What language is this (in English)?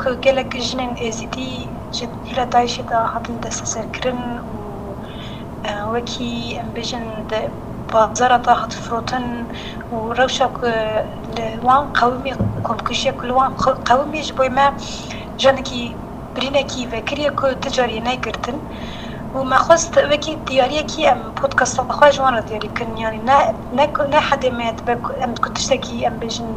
Kurdish